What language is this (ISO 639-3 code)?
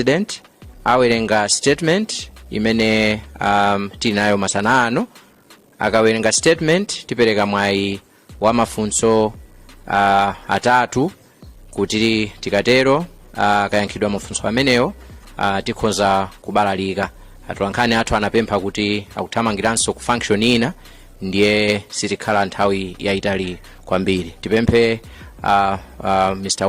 nya